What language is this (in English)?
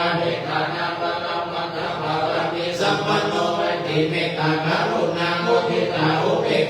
Pali